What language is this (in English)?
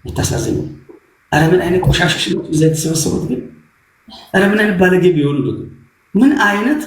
Amharic